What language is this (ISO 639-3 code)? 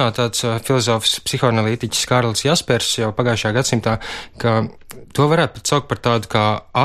lav